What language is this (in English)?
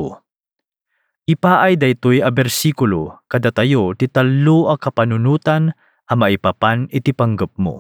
Iloko